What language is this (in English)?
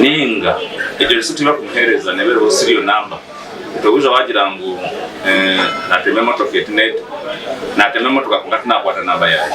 Nyankole